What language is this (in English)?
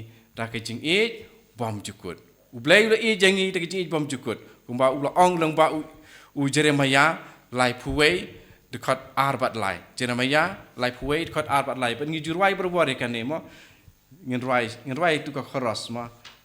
Khasi